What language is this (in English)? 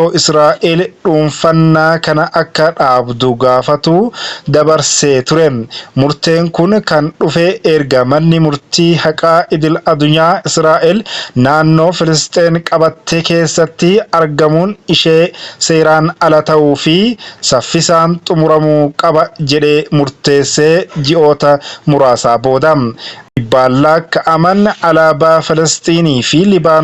Oromo